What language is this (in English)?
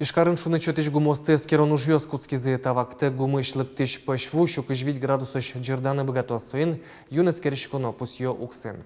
Udmurt